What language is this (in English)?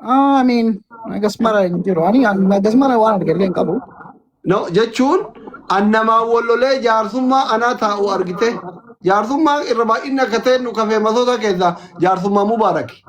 Oromo